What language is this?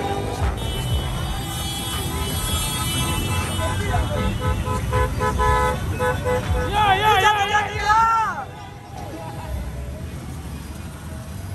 Ganda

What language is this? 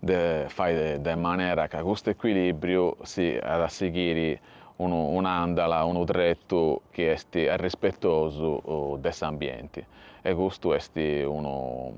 Sardinian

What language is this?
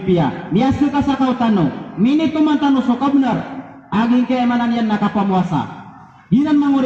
Maranao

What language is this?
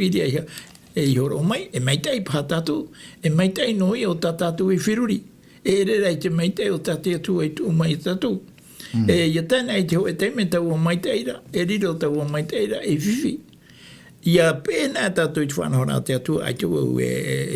Tahitian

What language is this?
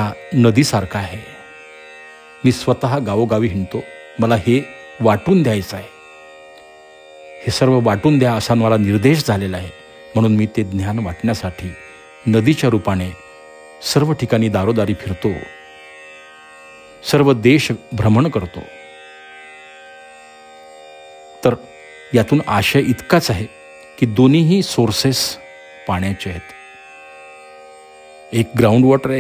Marathi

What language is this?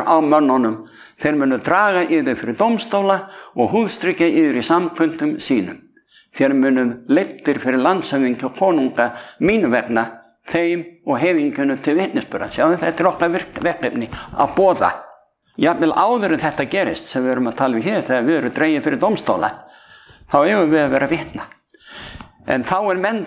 Icelandic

